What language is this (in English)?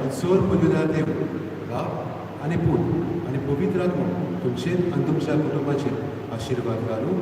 Konkani